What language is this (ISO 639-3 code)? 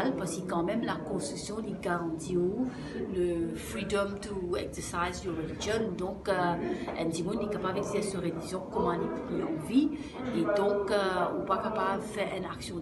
mfe